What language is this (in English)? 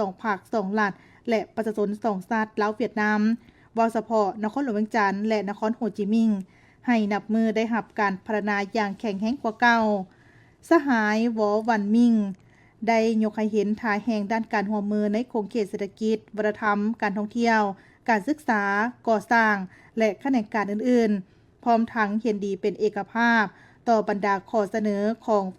Lao